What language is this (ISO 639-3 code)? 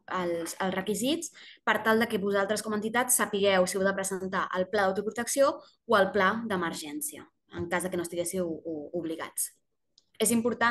cat